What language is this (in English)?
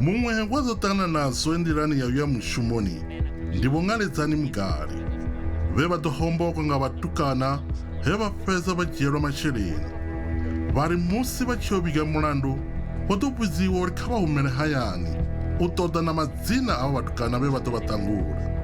Venda